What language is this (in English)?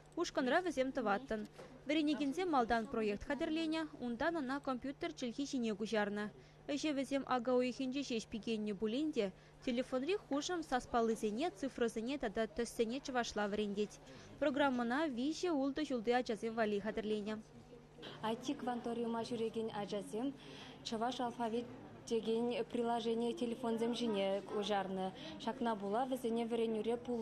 Chuvash